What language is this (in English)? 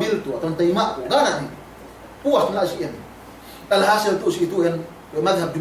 Yakan